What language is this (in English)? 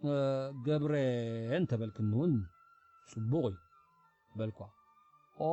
Tigrinya